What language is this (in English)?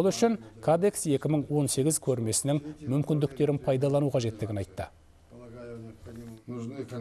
Kazakh